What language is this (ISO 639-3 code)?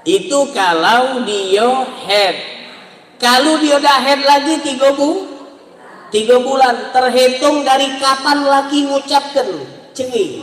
mui